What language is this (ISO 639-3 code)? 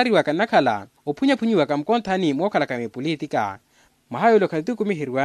vmw